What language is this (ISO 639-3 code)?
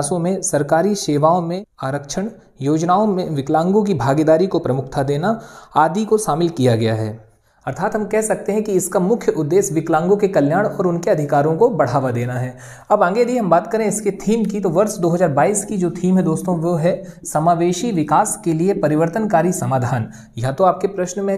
hin